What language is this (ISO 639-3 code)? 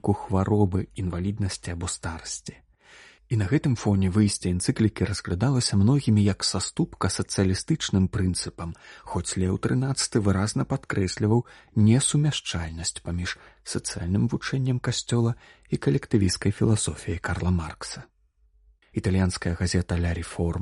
bel